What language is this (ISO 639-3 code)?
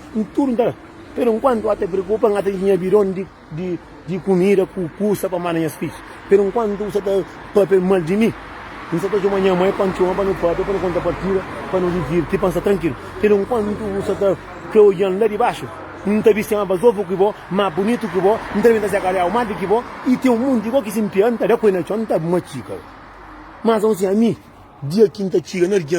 kea